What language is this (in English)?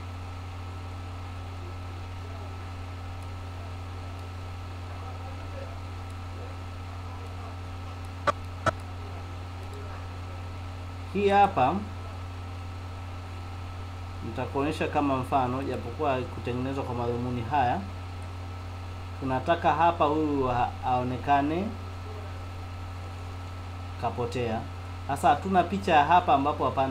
Swahili